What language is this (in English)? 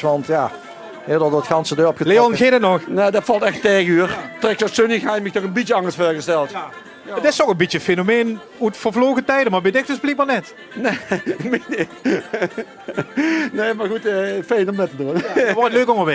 Limburgish